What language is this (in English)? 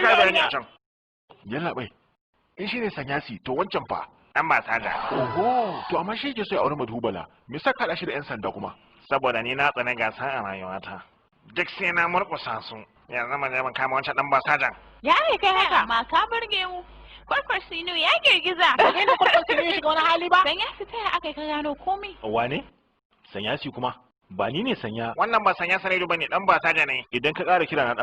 Hausa